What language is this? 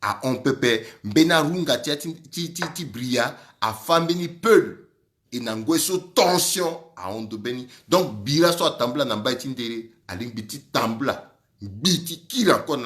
Sango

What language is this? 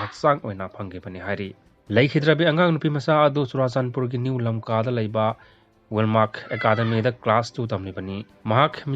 Manipuri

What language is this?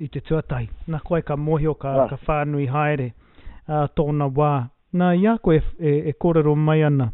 Māori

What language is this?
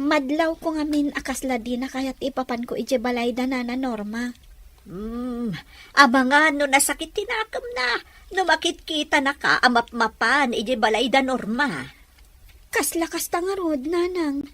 Iloko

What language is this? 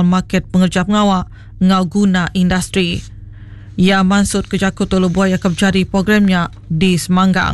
Iban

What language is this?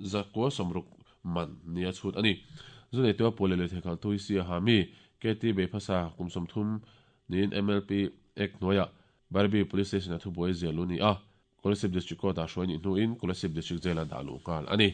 Mizo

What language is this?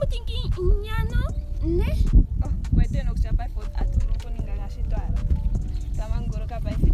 Ndonga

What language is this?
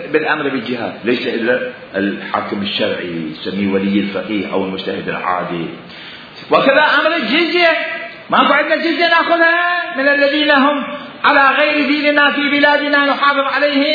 Mesopotamian Arabic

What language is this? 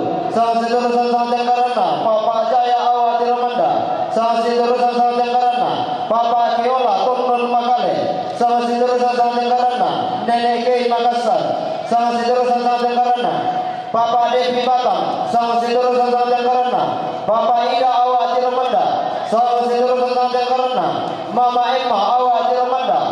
Toraja-Sa'dan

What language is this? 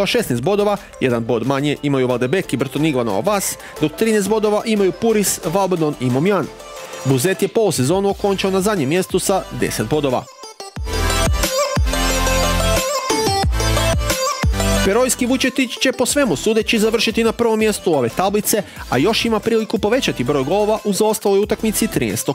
Croatian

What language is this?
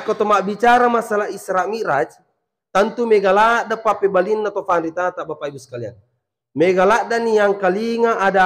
Buginese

